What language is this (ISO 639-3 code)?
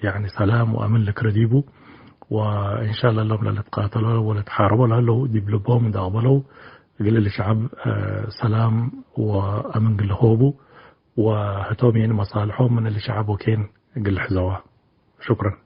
tig